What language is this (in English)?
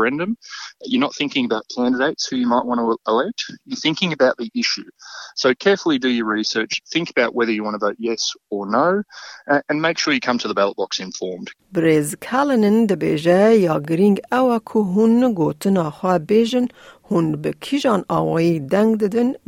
Kurdish